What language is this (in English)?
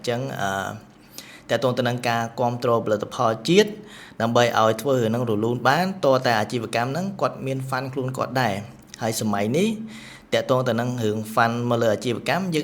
Khmer